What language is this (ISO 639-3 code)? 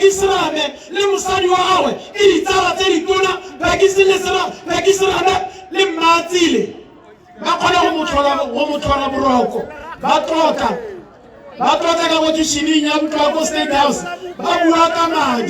tsn